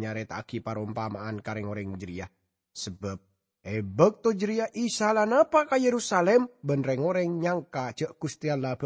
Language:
Madurese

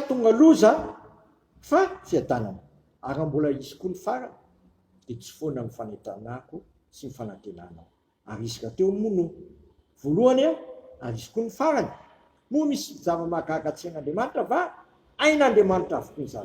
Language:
Malagasy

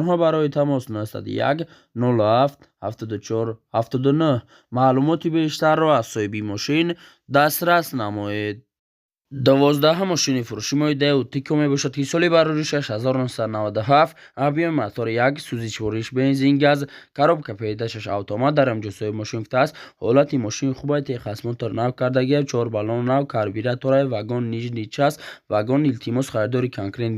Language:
Tajik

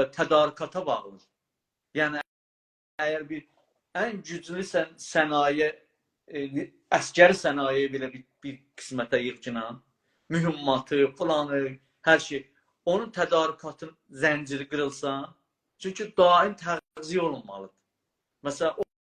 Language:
South Azerbaijani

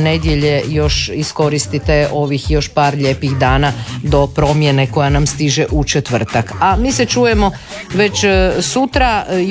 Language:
Croatian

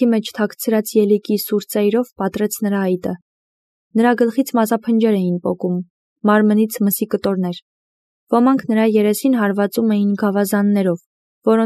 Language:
Armenian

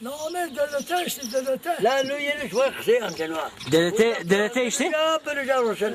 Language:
Zaza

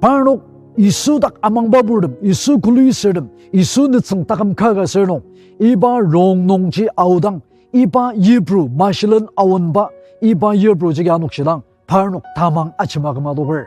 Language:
Ao Naga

